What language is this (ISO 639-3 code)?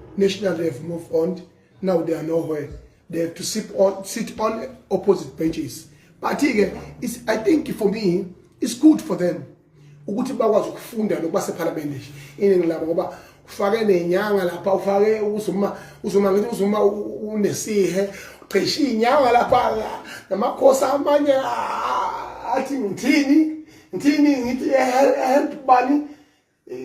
zul